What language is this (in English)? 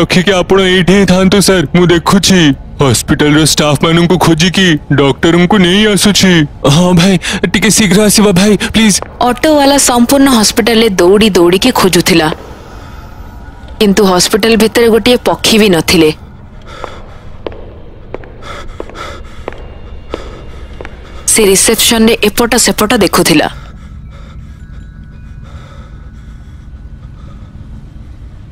Odia